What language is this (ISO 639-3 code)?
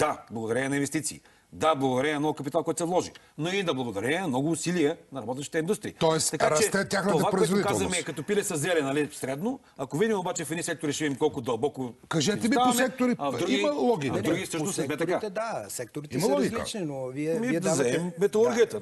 bul